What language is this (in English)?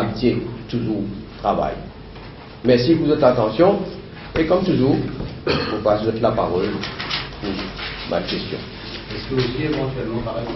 Morisyen